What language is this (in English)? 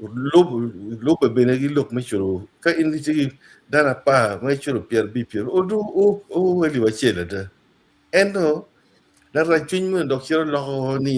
Acoli